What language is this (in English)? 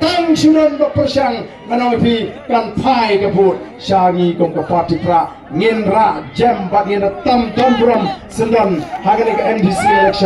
Khasi